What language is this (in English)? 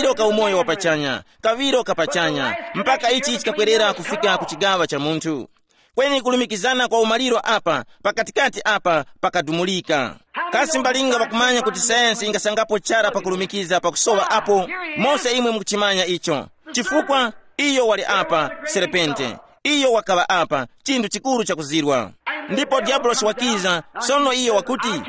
Tumbuka